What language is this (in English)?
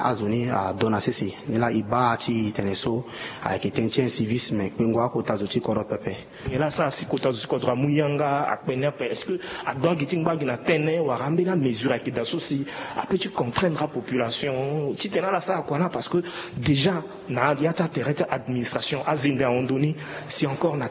Sango